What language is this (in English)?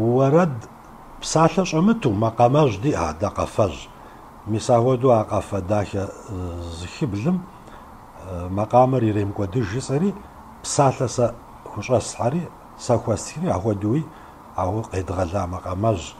Kabardian